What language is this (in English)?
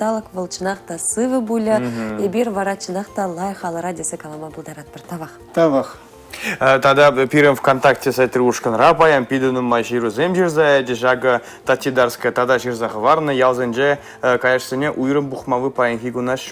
Chuvash